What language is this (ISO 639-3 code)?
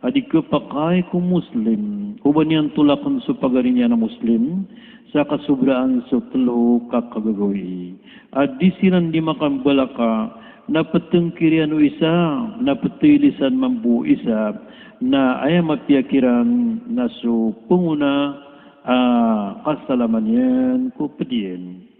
mrw